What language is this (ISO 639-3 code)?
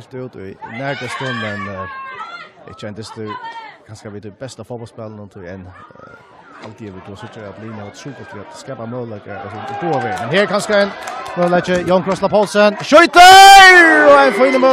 fao